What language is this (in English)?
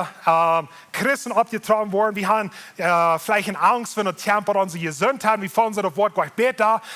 Plautdietsch